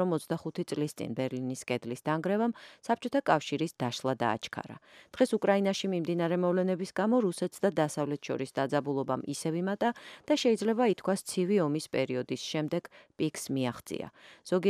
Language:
Georgian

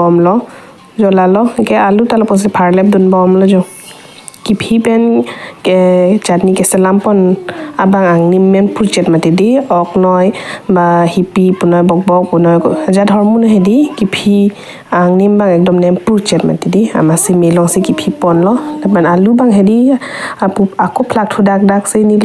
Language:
Karbi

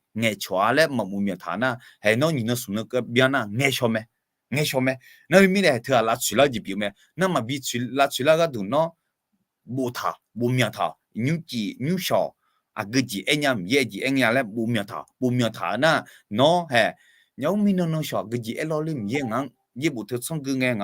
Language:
Akha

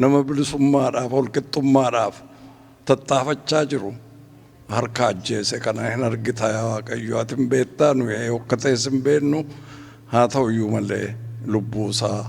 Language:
Oromo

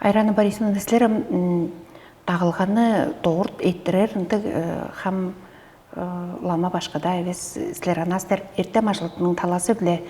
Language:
Tuvinian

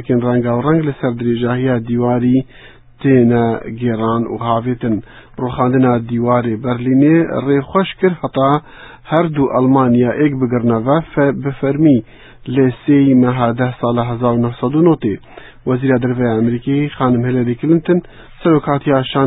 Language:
Kurdish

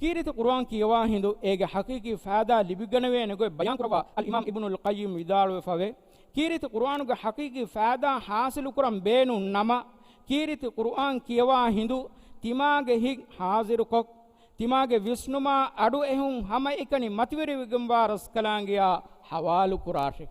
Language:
Divehi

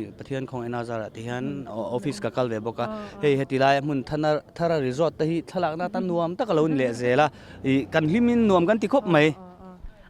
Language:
Mizo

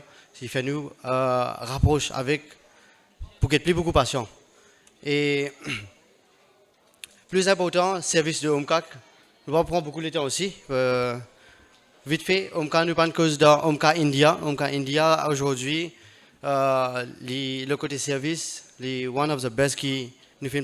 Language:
Morisyen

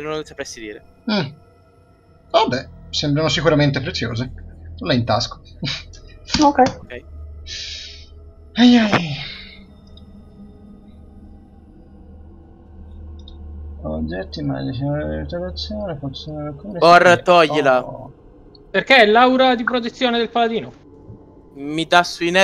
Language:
Italian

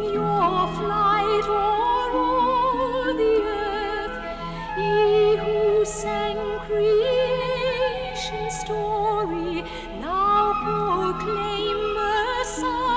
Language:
English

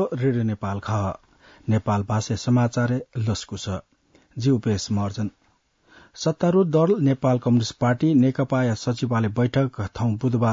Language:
Newari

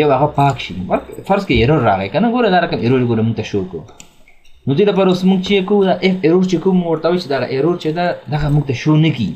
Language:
Pashto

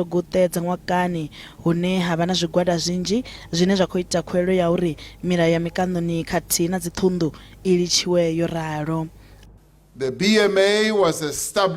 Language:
Venda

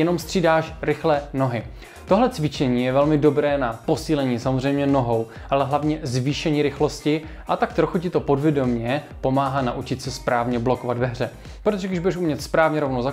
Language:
Czech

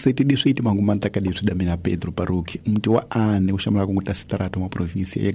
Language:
Tsonga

